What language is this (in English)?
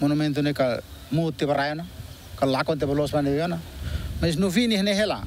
Tetum